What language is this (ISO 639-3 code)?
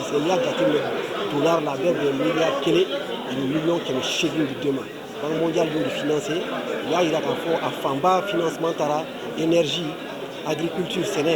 bam